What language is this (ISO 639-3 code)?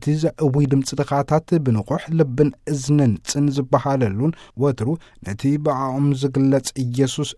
tir